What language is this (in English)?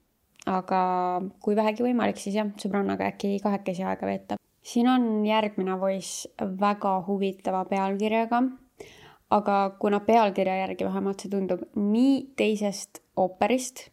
Estonian